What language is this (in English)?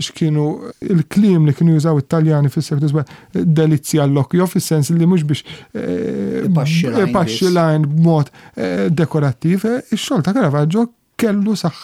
Maltese